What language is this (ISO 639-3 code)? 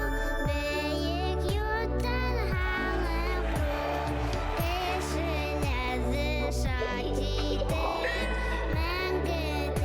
bak